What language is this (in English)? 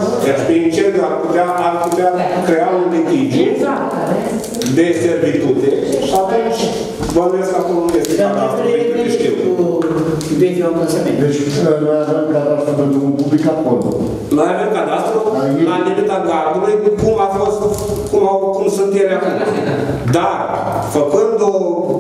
Romanian